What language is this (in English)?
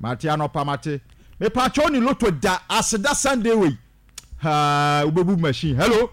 Akan